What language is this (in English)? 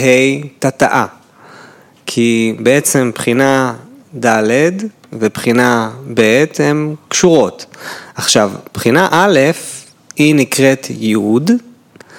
Hebrew